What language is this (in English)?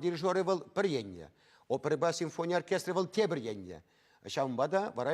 Chuvash